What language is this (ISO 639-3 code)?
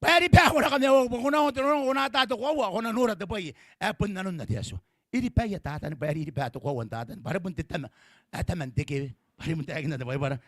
gil